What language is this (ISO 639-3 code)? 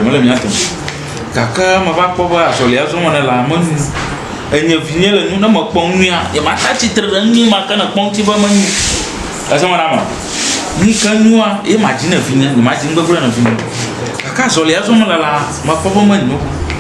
ewe